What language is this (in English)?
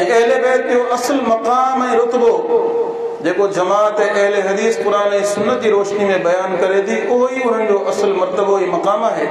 Sindhi